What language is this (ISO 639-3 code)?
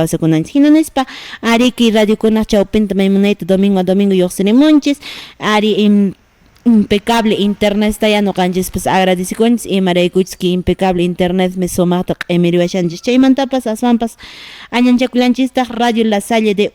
que